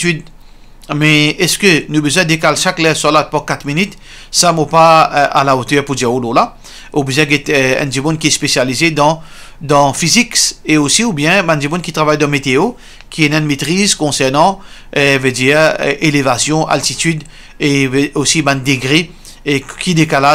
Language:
Morisyen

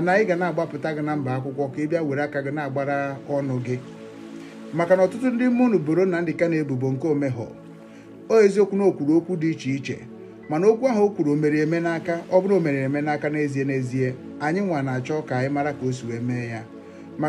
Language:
Igbo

